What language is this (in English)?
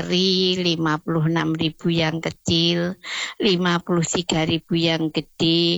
Indonesian